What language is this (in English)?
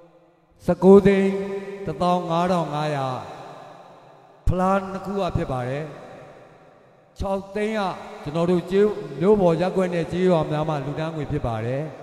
Burmese